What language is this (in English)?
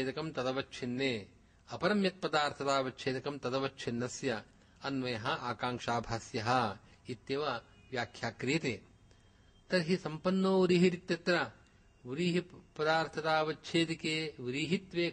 Sanskrit